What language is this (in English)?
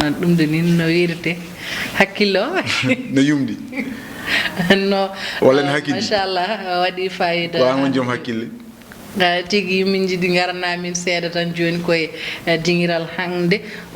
Fula